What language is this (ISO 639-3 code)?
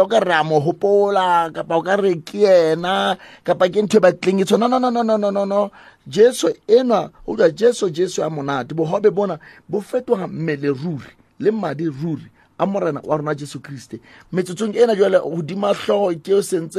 sot